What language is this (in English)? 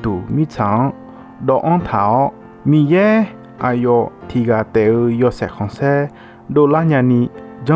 Akha